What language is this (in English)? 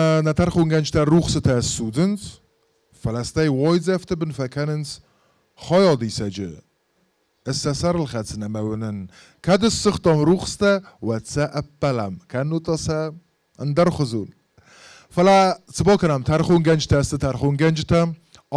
Ossetic